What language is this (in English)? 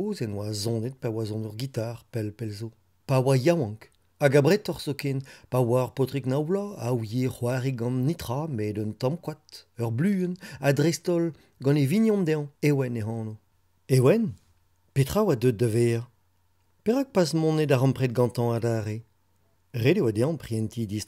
Breton